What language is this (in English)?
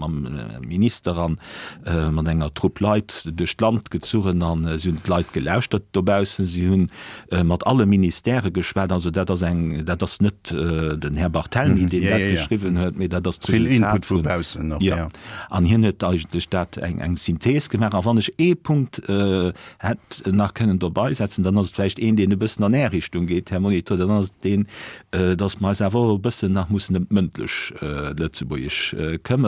Luxembourgish